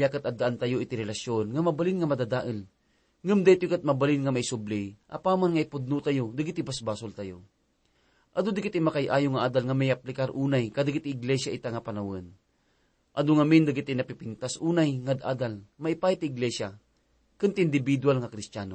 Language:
Iloko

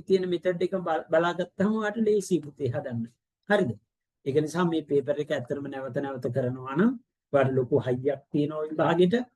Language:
Sinhala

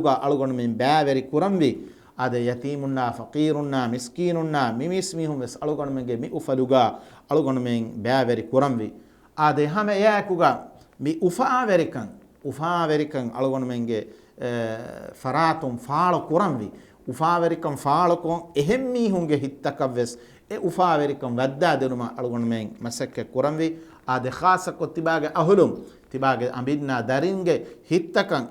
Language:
Divehi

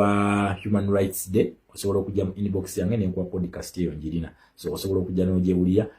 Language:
Ganda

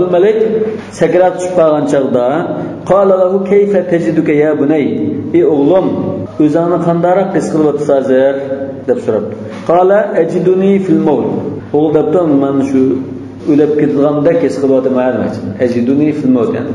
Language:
Uyghur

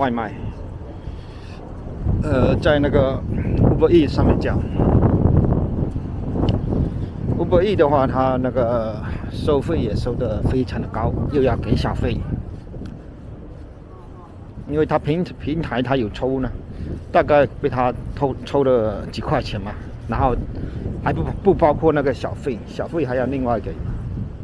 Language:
Chinese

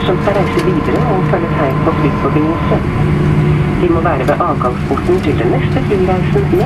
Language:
Norwegian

